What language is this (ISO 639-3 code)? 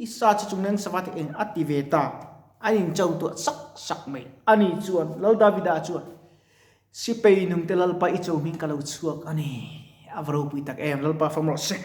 lus